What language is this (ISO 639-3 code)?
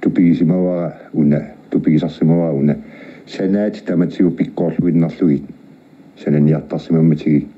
kal